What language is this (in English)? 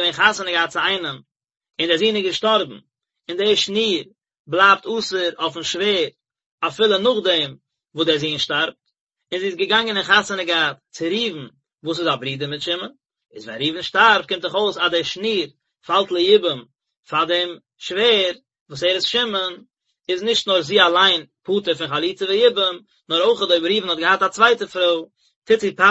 Yiddish